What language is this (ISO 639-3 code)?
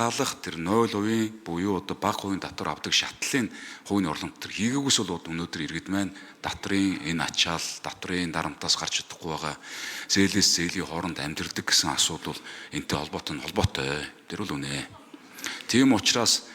mon